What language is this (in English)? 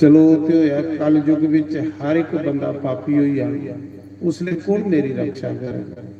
Dogri